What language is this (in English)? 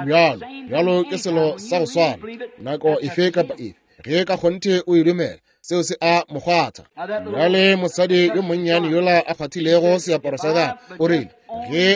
Northern Sotho